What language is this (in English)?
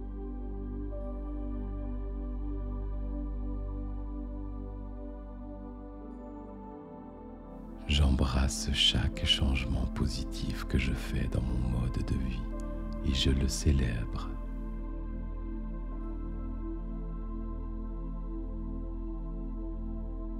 French